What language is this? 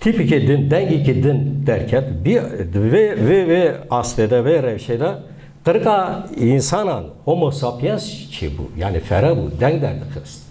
Kurdish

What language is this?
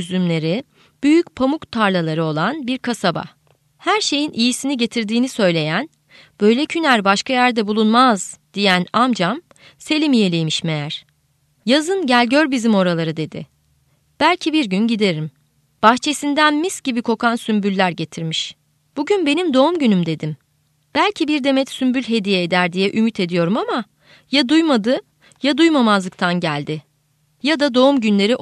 Turkish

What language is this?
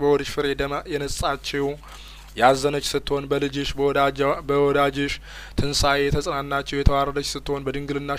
Amharic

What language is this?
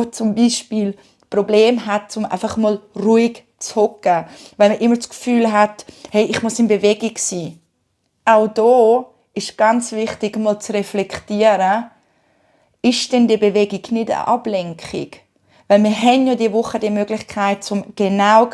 Swiss German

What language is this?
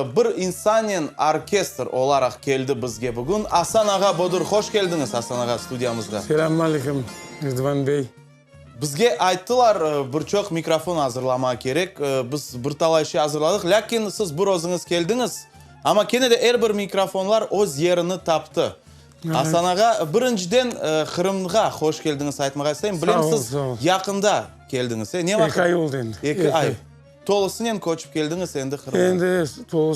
Crimean Tatar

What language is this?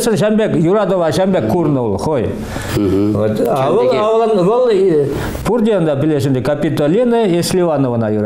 Chuvash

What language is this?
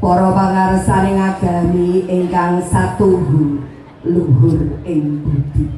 Javanese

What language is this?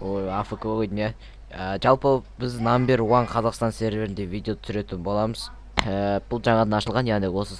Kazakh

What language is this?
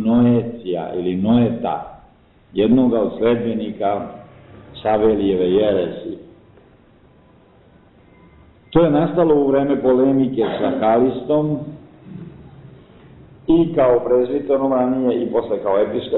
Serbian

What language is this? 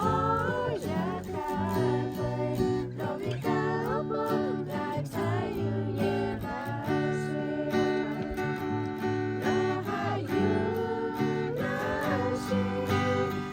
Lahu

